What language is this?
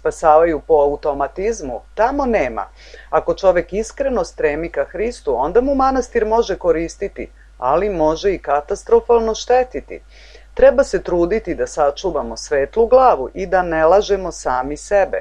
Serbian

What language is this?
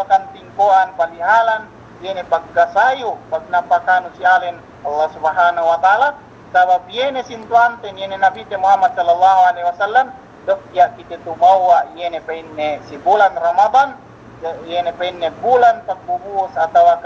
Yakan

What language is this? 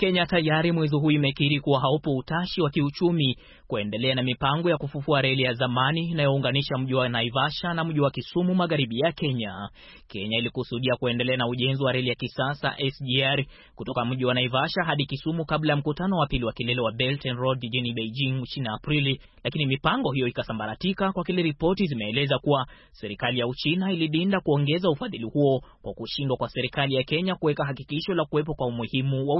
Swahili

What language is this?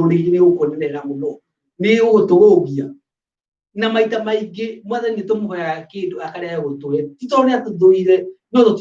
Kikuyu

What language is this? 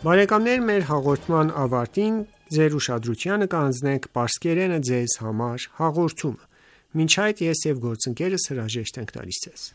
Armenian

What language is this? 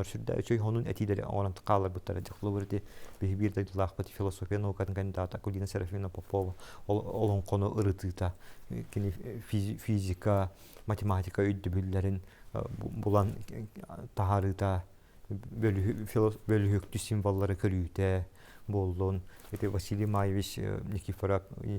Yakut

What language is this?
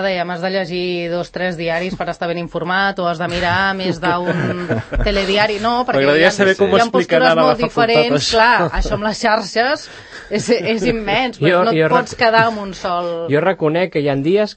Catalan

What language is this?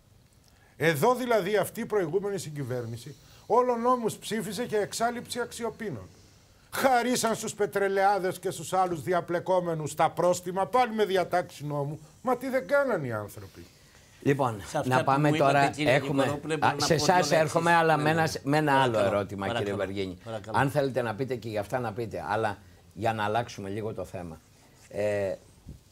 Greek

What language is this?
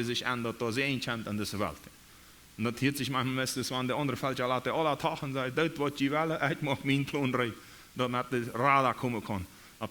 Plautdietsch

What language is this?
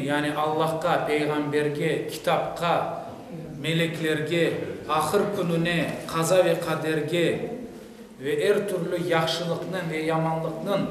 Crimean Tatar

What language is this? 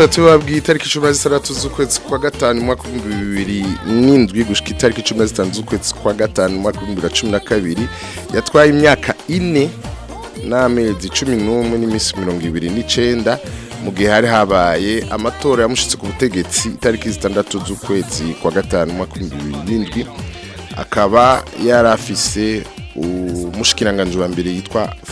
Rundi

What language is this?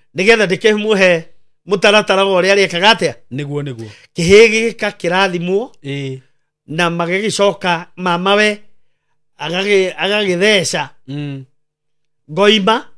Kikuyu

